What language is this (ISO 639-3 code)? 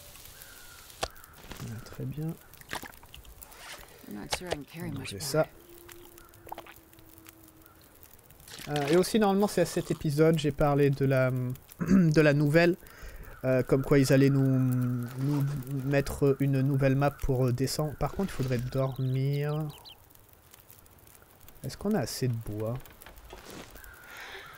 fra